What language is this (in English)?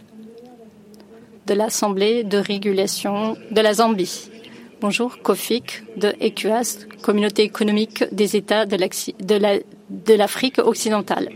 French